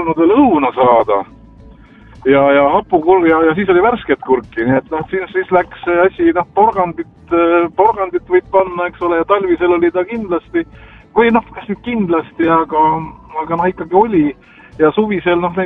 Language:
Estonian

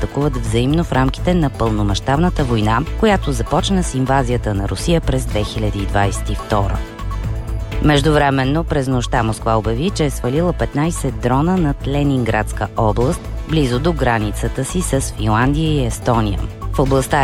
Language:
Bulgarian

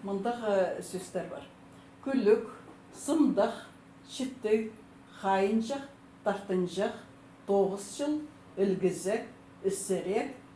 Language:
Khakas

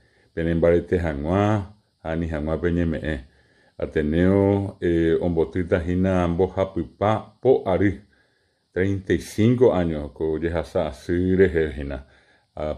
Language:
Guarani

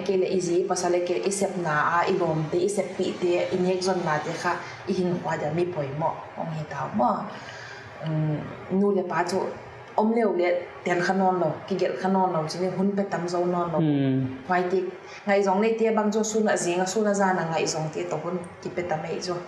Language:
Paite Chin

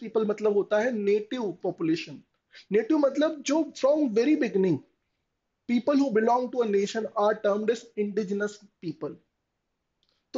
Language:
Hindi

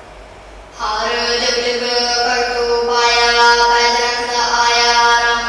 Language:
Punjabi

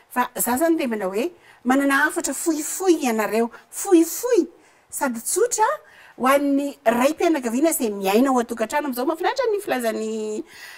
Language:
Malagasy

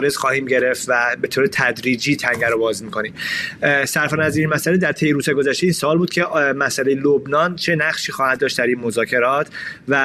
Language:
Persian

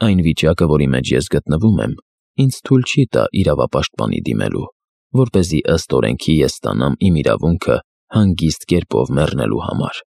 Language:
Armenian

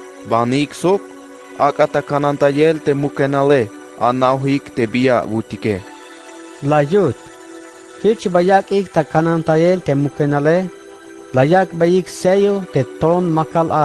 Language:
Tzeltal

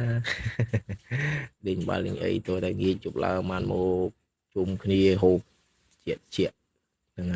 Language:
Khmer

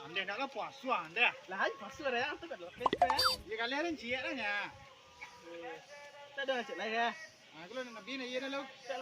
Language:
Minangkabau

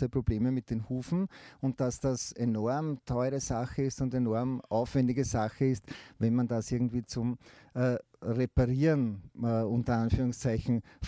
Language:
German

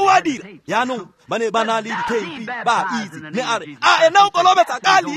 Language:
Tswana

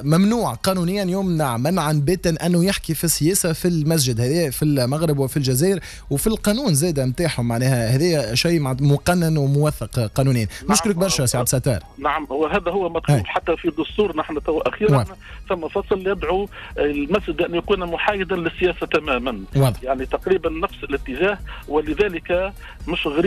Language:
Tunisian Arabic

